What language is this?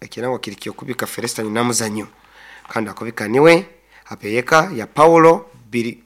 Nyoro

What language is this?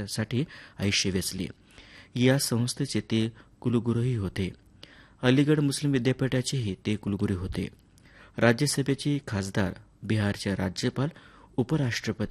Marathi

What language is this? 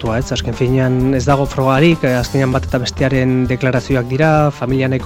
Basque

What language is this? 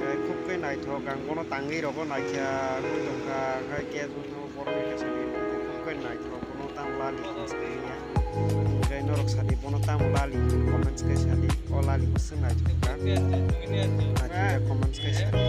Kok Borok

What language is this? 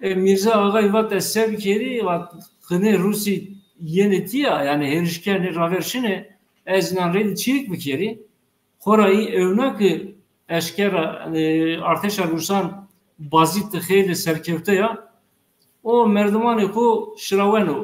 Zaza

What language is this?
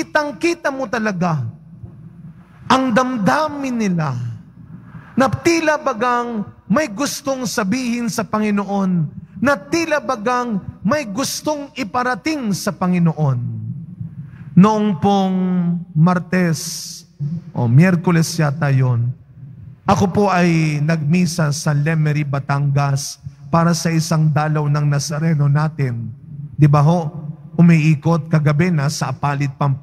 Filipino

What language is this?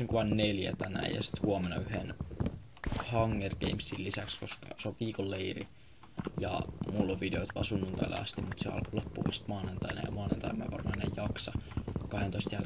Finnish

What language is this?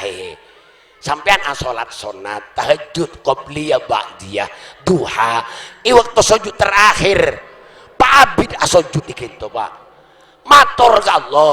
Madurese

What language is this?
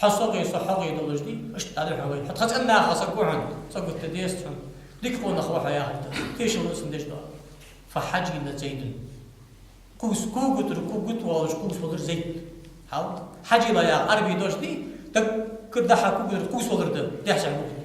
Ingush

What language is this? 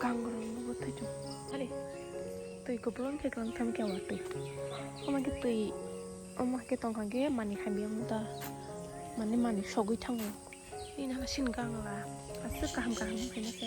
Kok Borok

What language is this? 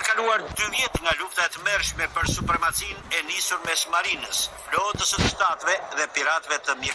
Albanian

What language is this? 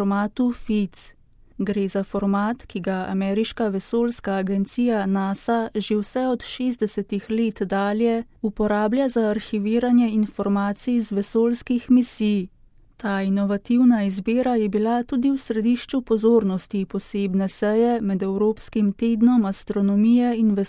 Slovenian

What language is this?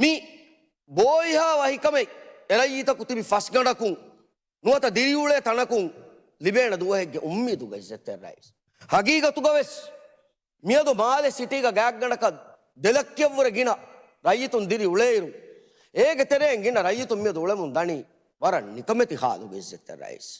Divehi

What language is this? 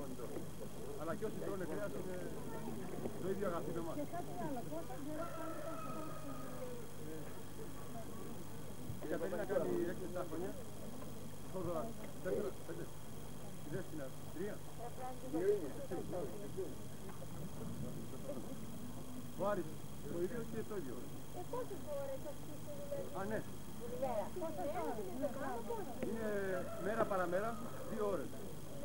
Greek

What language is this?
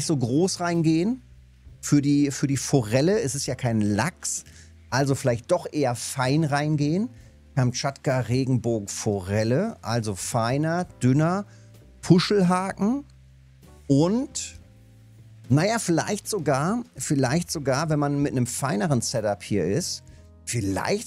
German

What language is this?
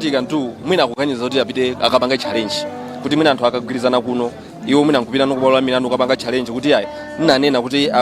Nyanja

